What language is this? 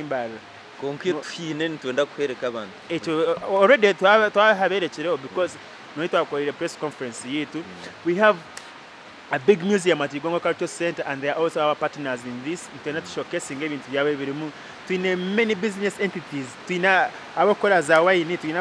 Nyankole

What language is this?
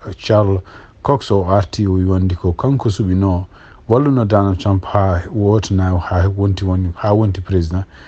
Fula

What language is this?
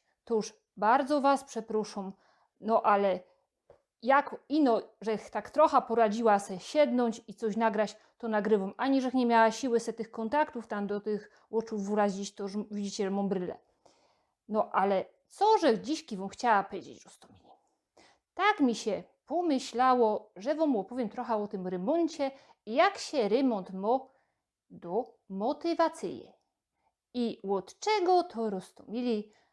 Silesian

